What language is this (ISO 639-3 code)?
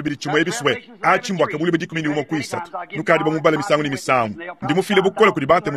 lua